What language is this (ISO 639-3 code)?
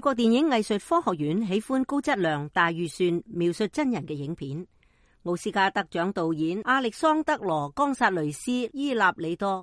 yue